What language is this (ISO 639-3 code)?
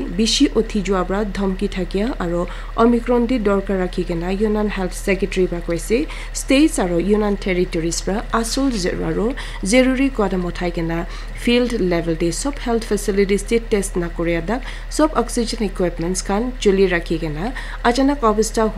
nag